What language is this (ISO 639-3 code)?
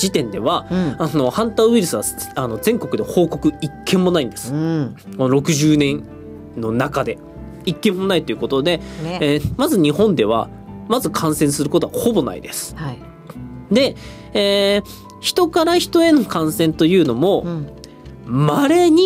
jpn